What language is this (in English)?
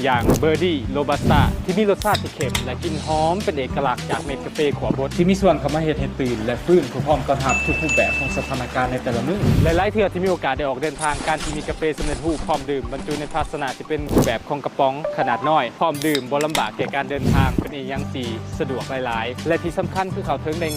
Lao